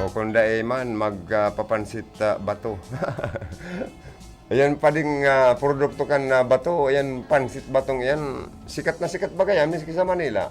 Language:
Bikol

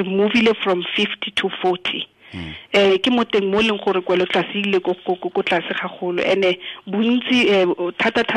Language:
Tswana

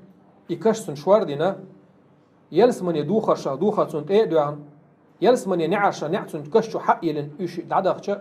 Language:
Chechen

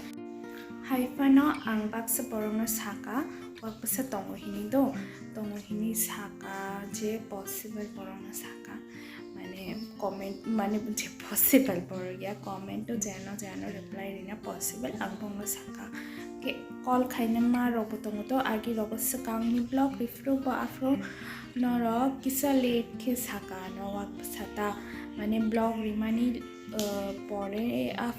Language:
Kok Borok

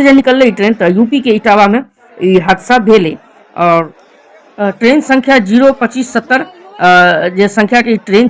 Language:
Maithili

